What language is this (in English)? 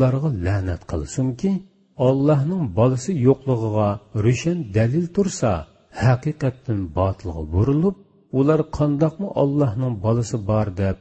Uyghur